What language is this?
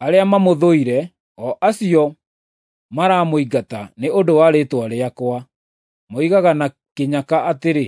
Kikuyu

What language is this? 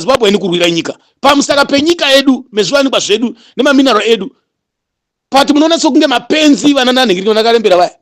Shona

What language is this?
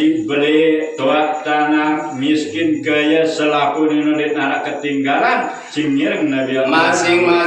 Sasak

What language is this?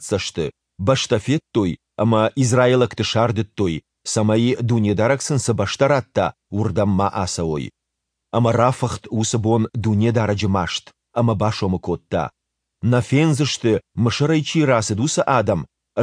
Ossetic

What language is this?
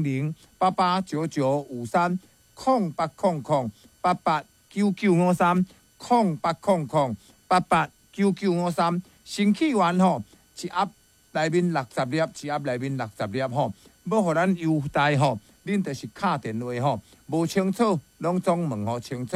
Min Nan Chinese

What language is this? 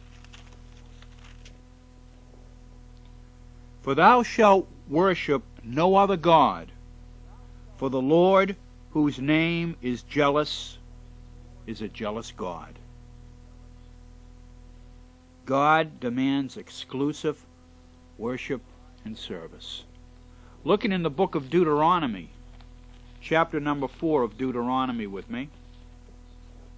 English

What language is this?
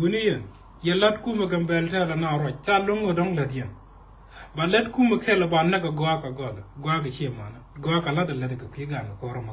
Nuer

